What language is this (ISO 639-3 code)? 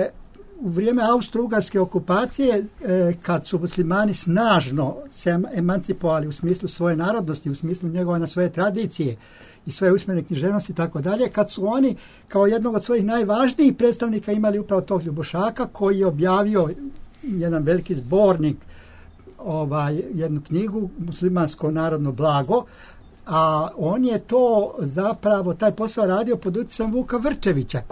srp